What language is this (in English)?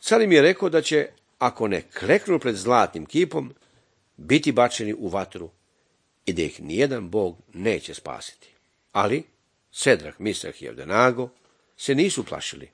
Serbian